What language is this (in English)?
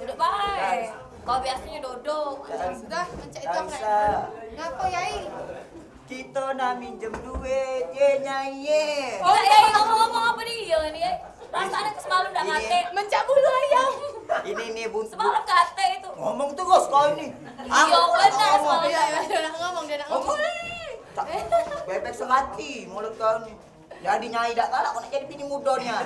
Musi